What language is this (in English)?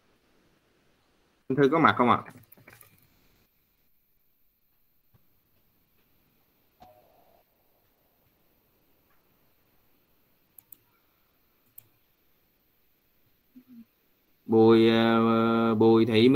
Vietnamese